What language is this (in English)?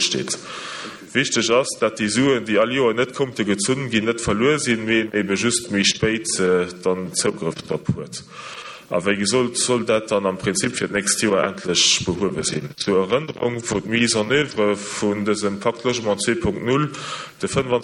Luxembourgish